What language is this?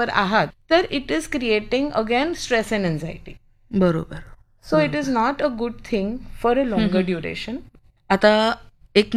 Marathi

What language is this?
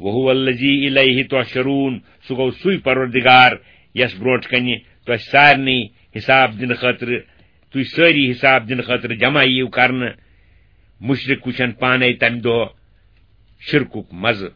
Kashmiri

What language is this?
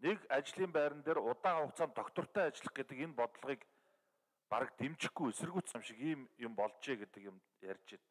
Mongolian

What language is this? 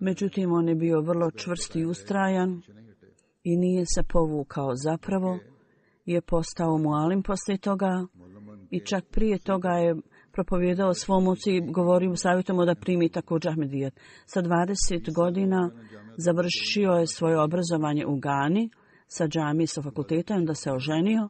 Bosnian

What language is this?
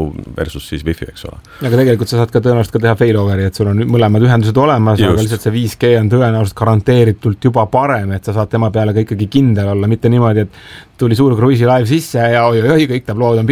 Estonian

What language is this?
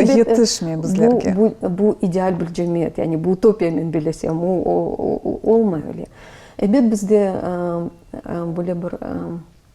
Crimean Tatar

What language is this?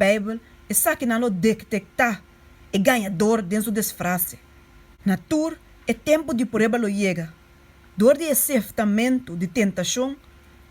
Papiamento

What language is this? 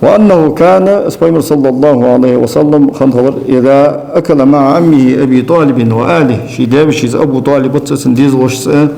Ingush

